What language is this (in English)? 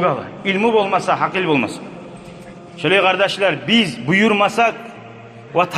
Kumyk